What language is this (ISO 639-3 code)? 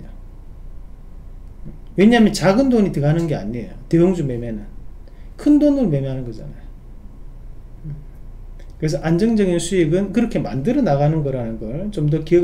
kor